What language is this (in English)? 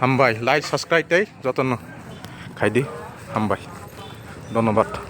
Kok Borok